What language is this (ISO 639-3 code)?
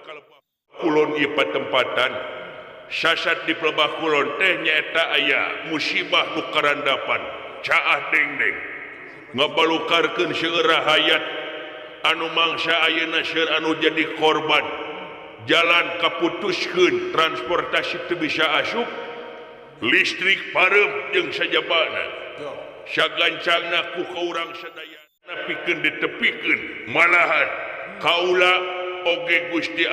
sun